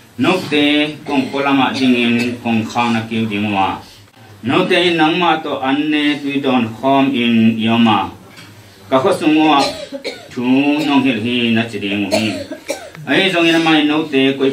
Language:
Tedim Chin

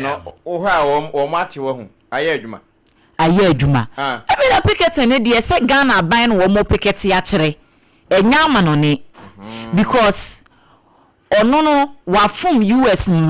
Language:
Akan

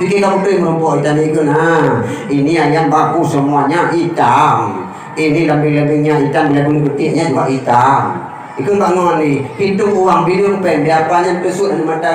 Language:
Achinese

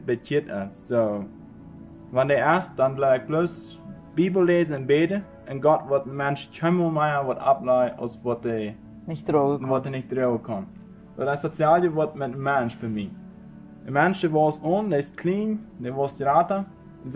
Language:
Plautdietsch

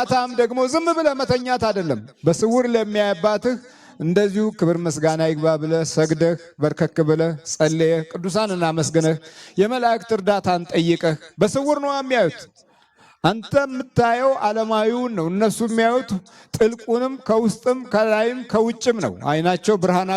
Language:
Amharic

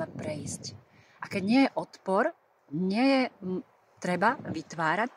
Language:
Slovak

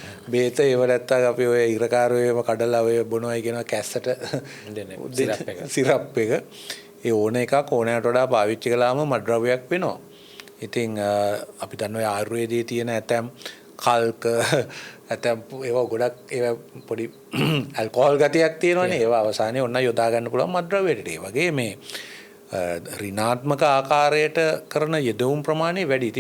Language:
Sinhala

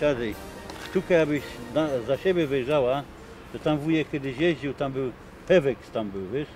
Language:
Silesian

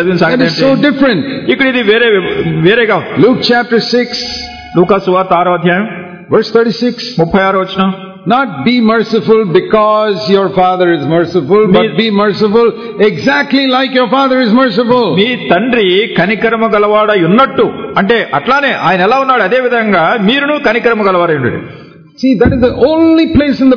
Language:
Telugu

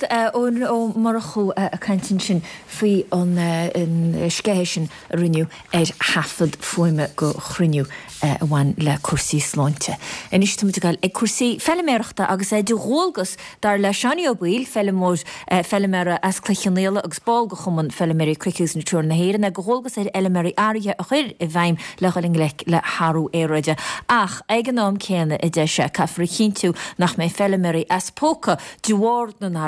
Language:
Irish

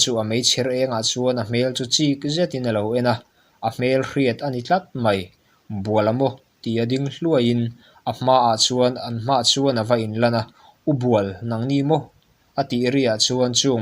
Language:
Mizo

